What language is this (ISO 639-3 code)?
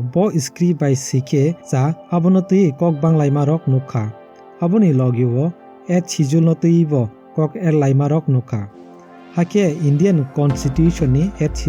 trp